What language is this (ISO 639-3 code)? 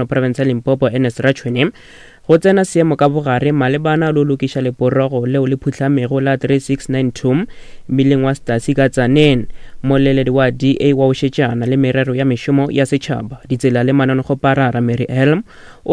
nso